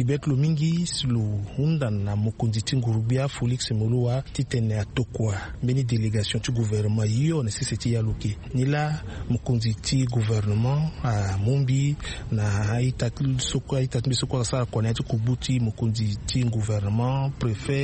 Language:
Sango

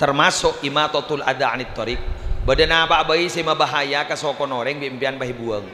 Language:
Madurese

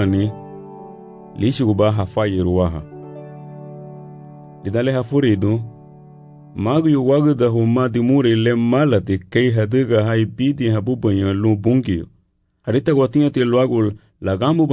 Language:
Garifuna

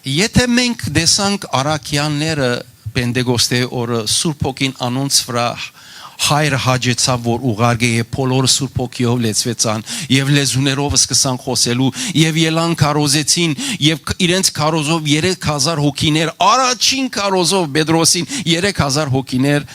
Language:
Western Armenian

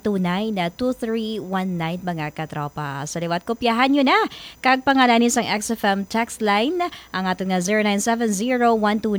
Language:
Hiligaynon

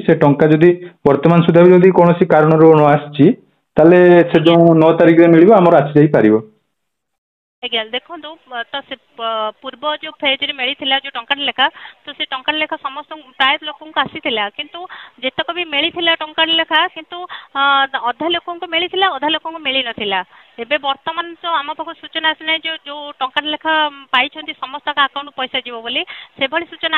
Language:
Odia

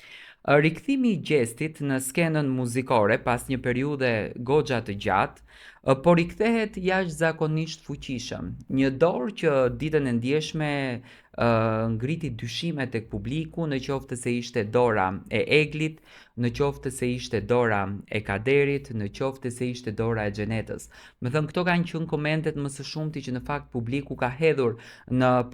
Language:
Albanian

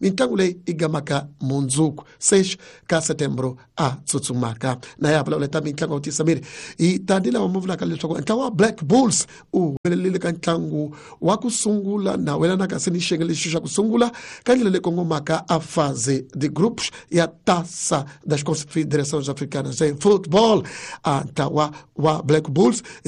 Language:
Tsonga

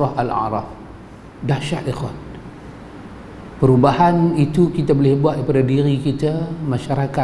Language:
Malay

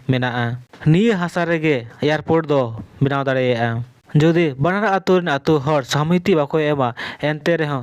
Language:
Santali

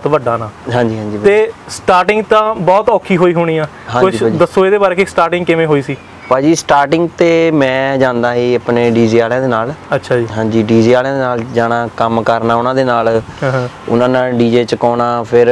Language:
Punjabi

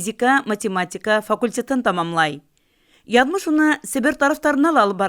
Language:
Bashkir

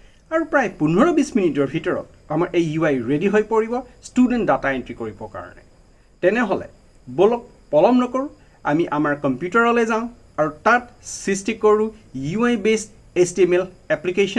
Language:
Assamese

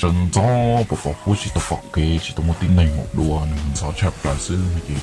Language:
Hmong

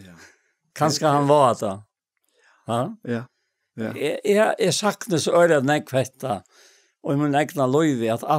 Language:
Faroese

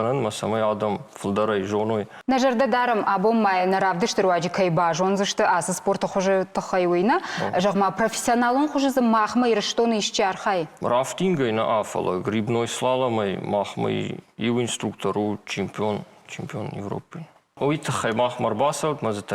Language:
Ossetic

